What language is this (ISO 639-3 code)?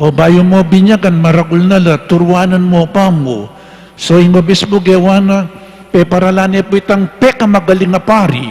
pam